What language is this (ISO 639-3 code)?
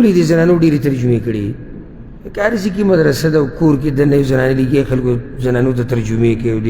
pus